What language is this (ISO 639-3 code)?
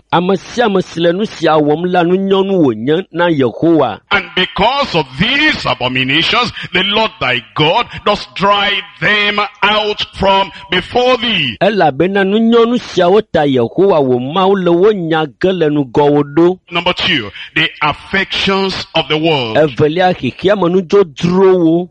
ewe